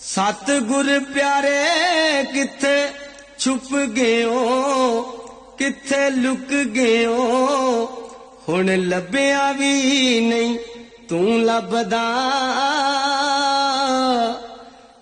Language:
Punjabi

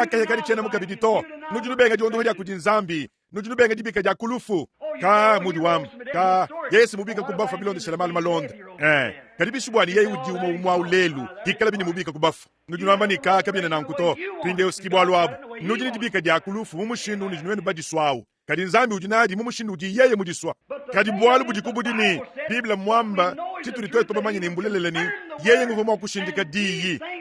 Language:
Luba-Lulua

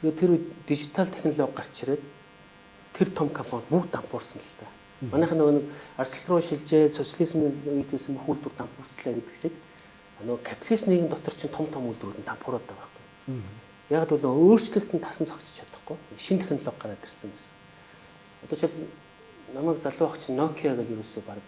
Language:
Mongolian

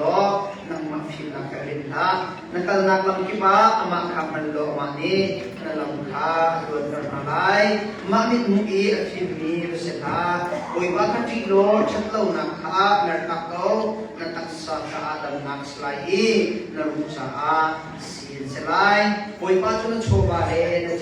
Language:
Hakha Chin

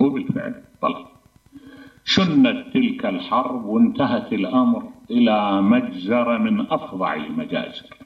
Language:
Mesopotamian Arabic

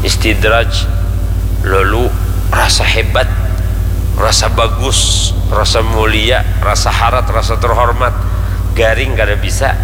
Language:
Banjar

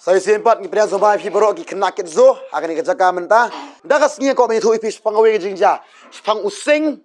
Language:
Khasi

